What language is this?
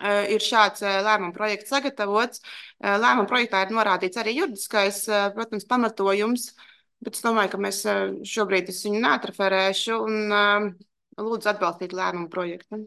Latvian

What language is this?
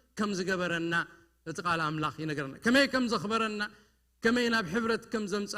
Tigrinya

